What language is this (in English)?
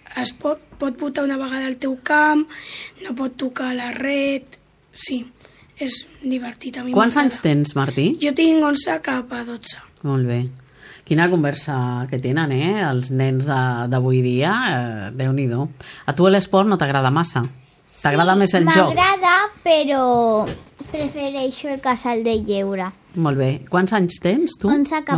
Catalan